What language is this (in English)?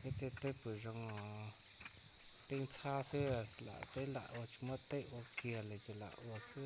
Hmong